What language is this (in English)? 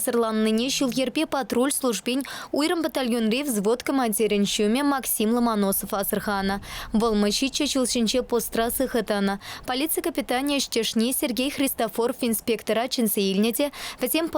Chuvash